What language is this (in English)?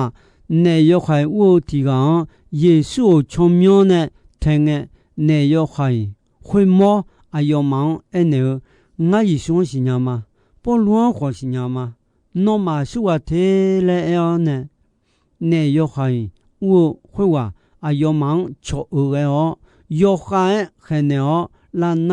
Akha